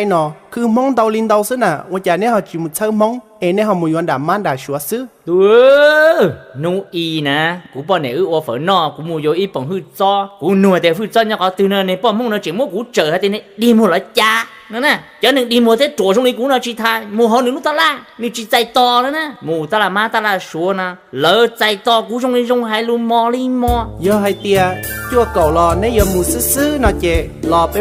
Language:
Hmong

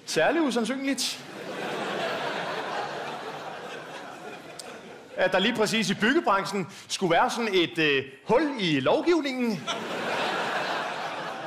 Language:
Danish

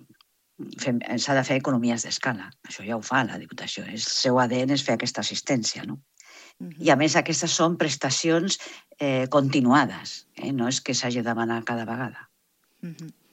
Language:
Catalan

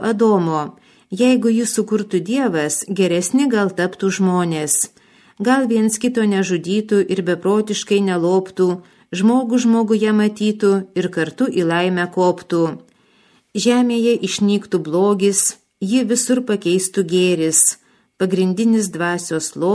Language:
Lithuanian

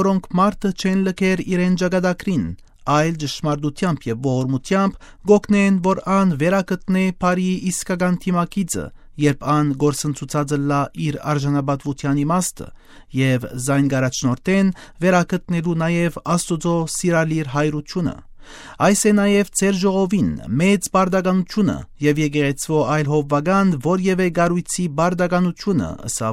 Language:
Western Armenian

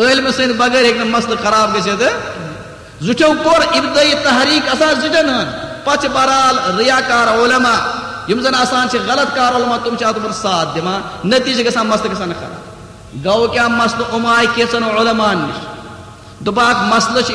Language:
Kashmiri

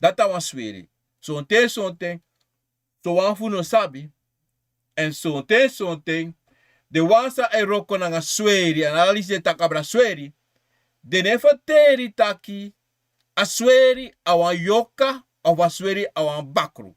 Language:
Sranan Tongo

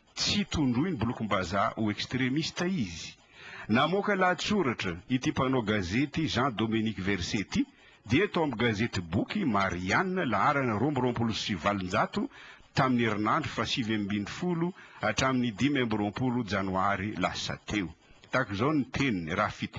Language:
Malagasy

